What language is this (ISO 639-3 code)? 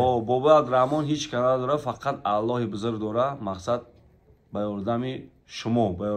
tgk